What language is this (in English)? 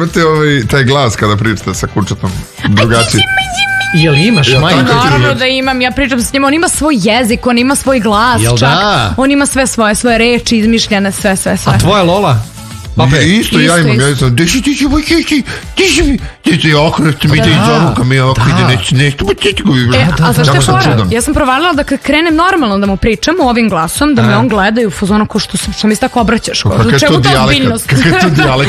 Serbian